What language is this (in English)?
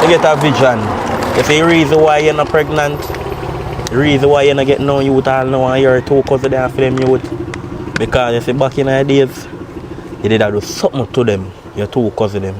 Jamaican Creole English